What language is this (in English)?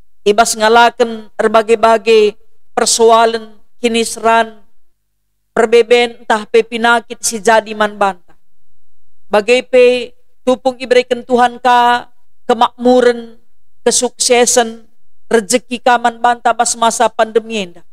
Batak Karo